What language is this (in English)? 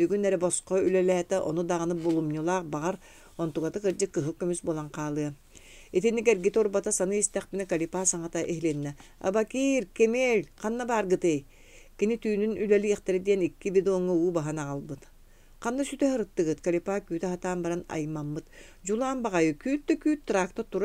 Yakut